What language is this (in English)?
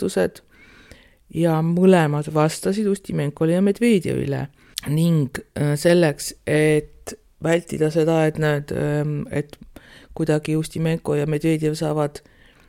Estonian